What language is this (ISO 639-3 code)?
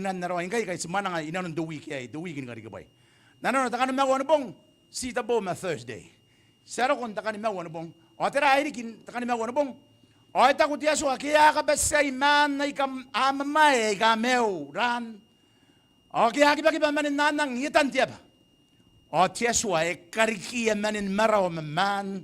gil